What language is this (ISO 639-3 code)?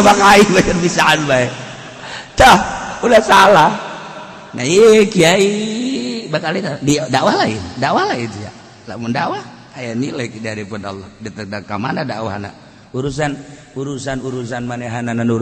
sun